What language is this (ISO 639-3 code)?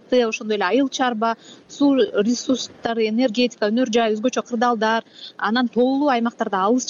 kir